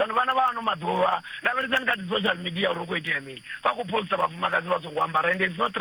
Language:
Venda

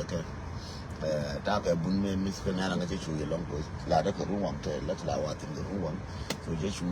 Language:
Nuer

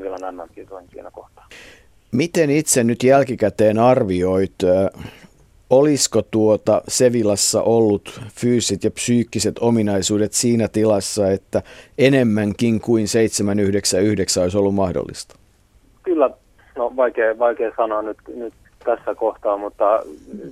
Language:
Finnish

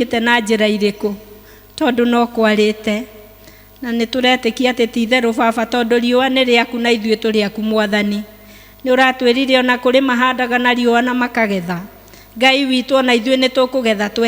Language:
Kikuyu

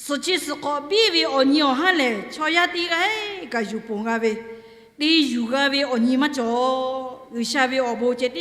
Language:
Lahu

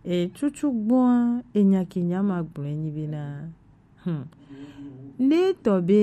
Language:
Gen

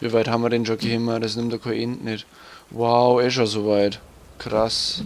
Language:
Bavarian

